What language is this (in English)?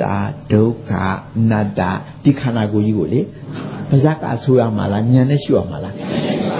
Burmese